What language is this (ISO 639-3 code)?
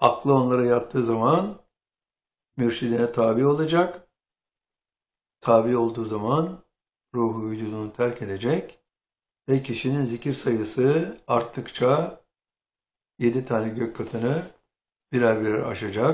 tur